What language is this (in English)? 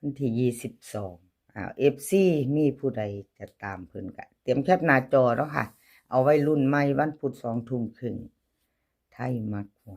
Lao